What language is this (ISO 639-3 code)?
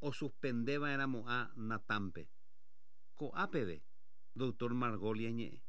grn